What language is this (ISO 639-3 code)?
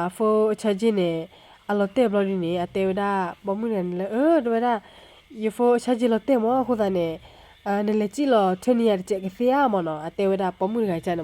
ksw